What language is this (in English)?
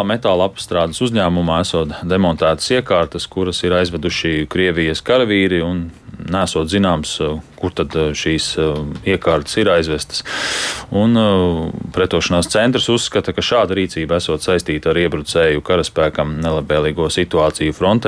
Latvian